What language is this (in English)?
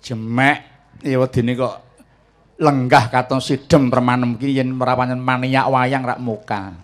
Javanese